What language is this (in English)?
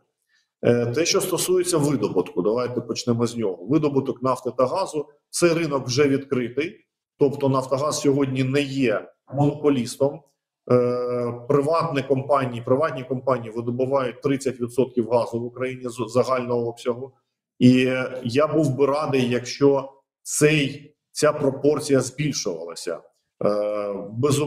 Ukrainian